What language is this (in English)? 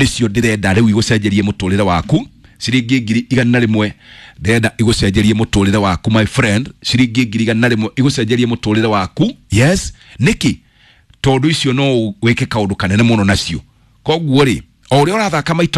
Kikuyu